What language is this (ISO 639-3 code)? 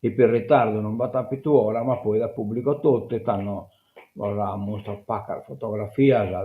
srd